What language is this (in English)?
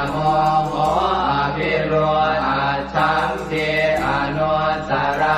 Pali